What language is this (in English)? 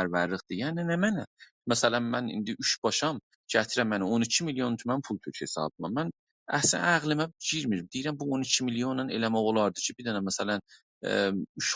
South Azerbaijani